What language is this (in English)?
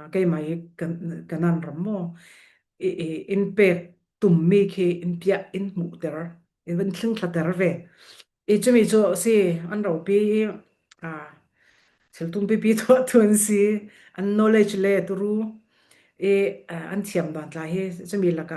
Falam Chin